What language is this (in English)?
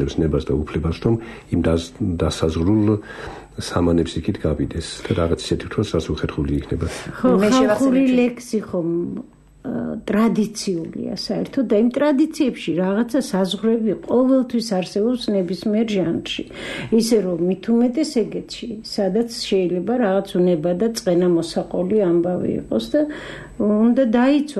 Georgian